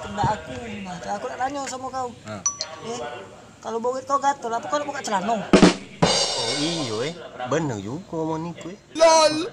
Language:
Musi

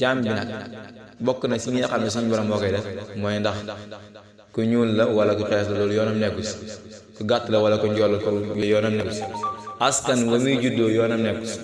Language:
Wolof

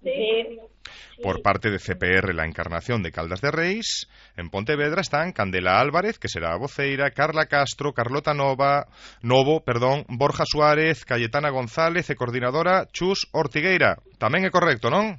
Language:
Galician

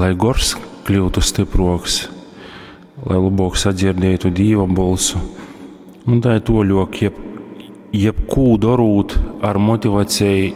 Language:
Latgalian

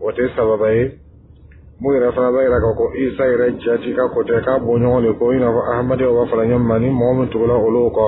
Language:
Dyula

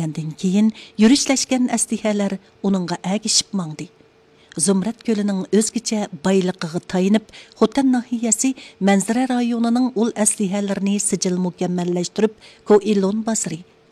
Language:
Uyghur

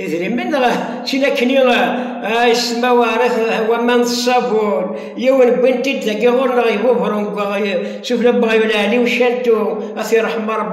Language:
Kabyle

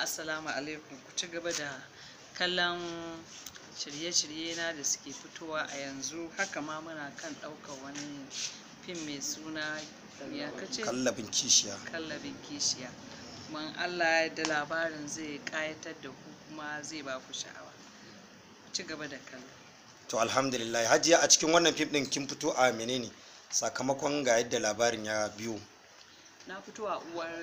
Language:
Hausa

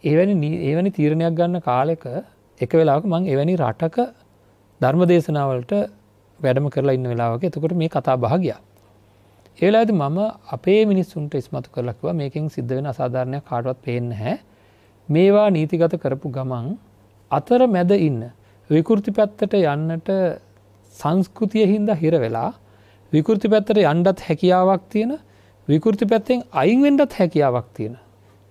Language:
Sinhala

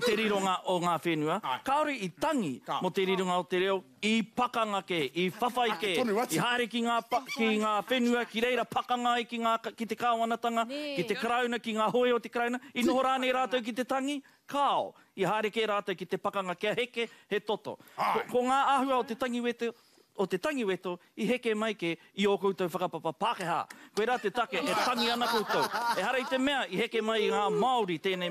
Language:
Māori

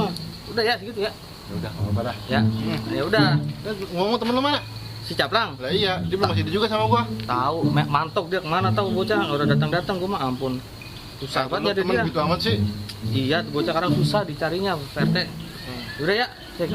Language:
Betawi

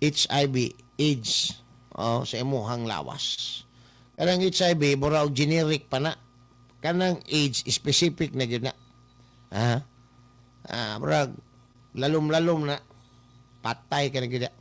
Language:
Cebuano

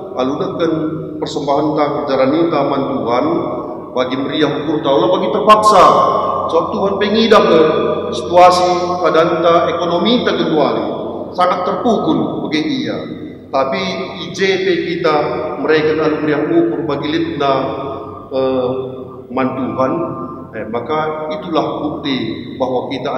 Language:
Batak Karo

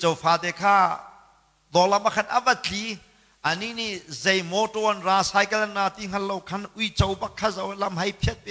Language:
Hakha Chin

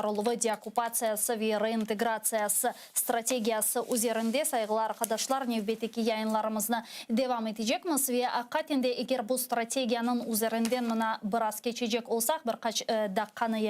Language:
Crimean Tatar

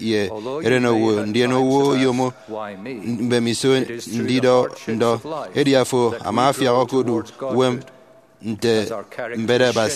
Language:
Efik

